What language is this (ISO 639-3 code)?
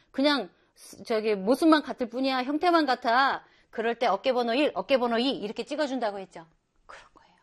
kor